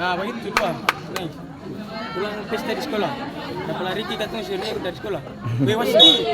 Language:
Ambonese Malay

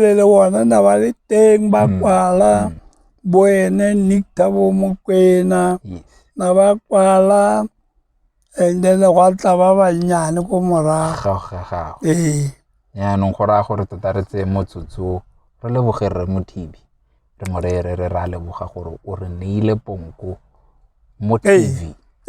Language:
Tswana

